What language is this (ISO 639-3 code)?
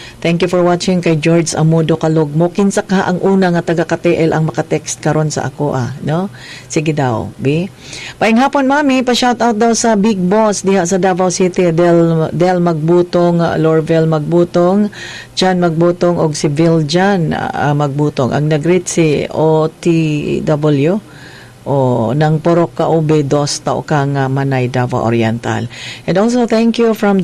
ceb